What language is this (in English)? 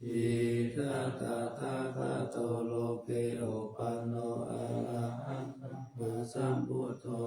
Pali